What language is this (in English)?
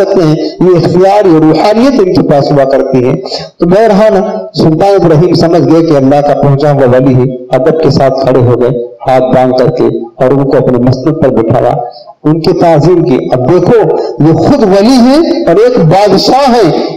Urdu